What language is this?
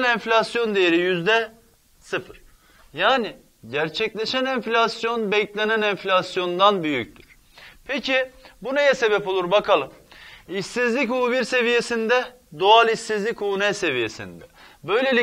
Turkish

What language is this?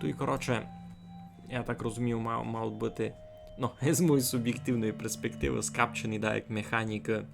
Rusyn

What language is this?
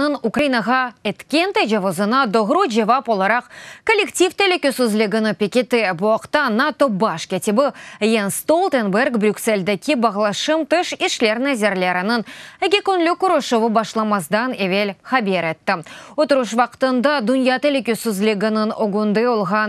Crimean Tatar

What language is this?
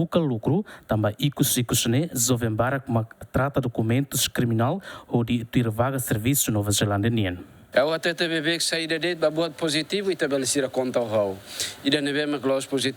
Tetum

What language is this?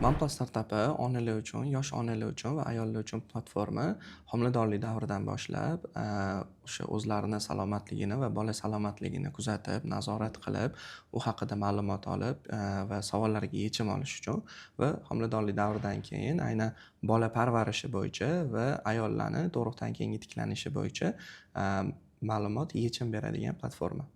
Uzbek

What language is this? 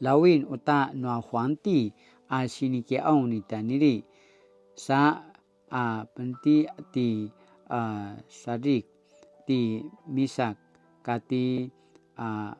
Paiwan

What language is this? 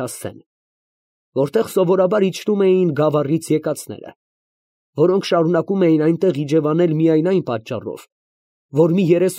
Armenian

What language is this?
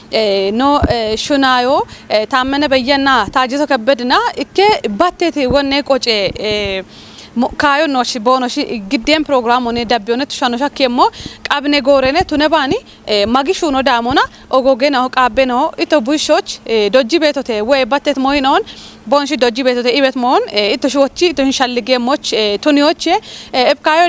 Kafa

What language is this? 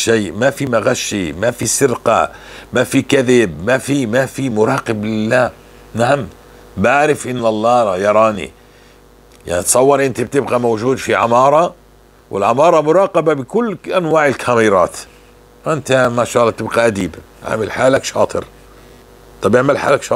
North Levantine Arabic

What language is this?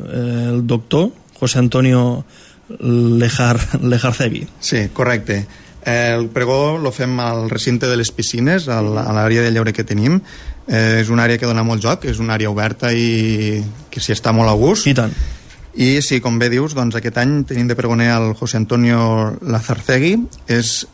Catalan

